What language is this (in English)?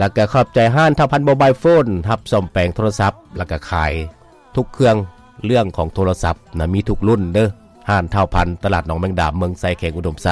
Lao